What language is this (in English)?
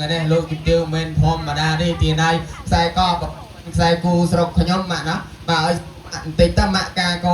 Khmer